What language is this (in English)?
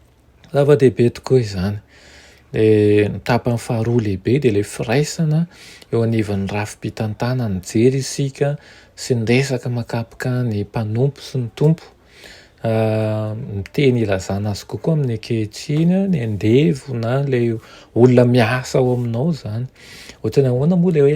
Malagasy